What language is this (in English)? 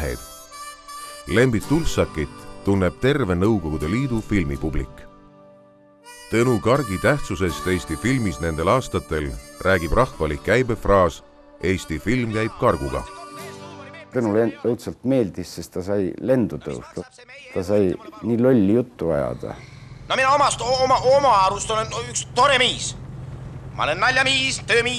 Estonian